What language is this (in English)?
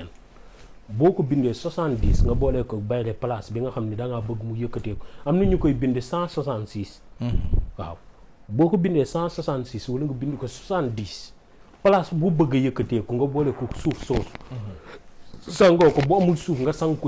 Wolof